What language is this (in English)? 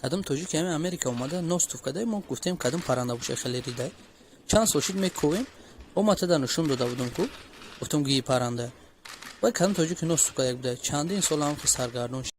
Tajik